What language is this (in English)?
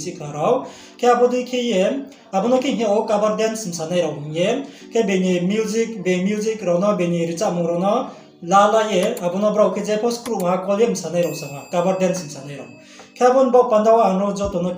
Riang (India)